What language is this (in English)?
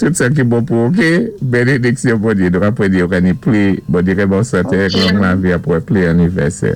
Saint Lucian Creole French